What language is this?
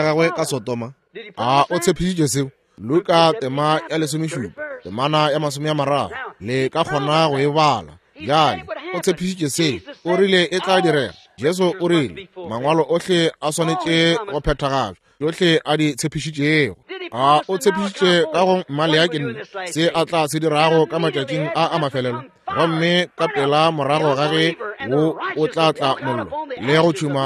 Northern Sotho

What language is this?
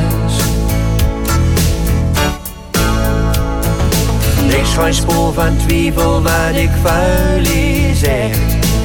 Dutch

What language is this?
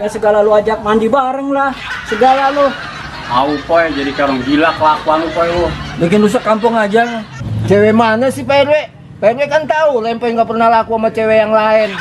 Betawi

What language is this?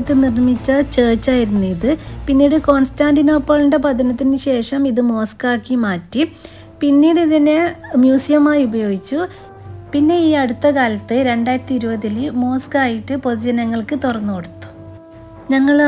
Malayalam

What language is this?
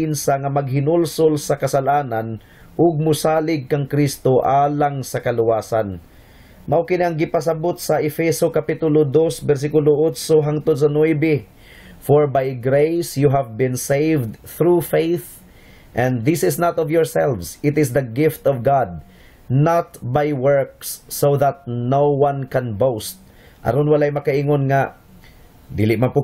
Cebuano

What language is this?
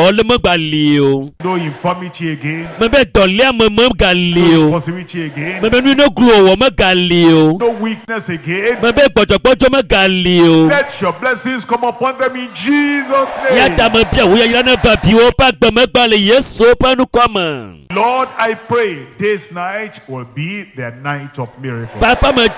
Ewe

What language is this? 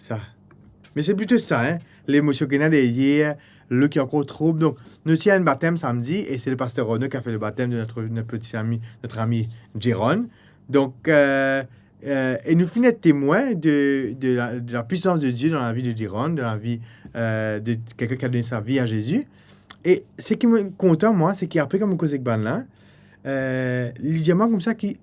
Morisyen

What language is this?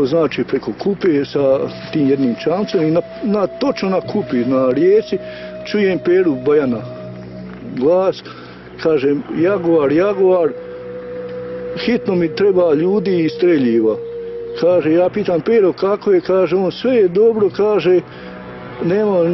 Croatian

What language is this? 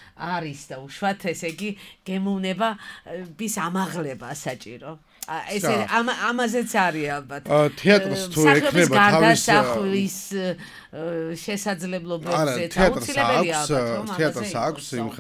Georgian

